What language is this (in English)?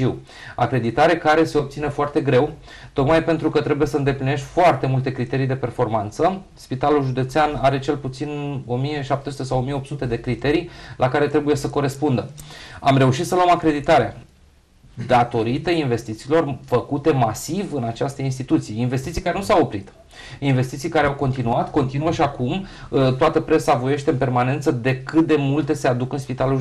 Romanian